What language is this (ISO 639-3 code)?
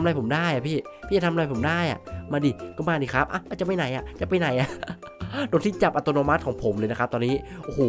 tha